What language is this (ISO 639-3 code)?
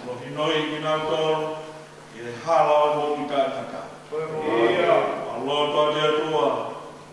ton